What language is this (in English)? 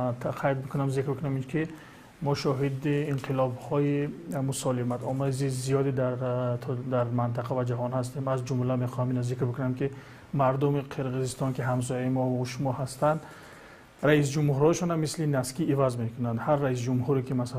Tajik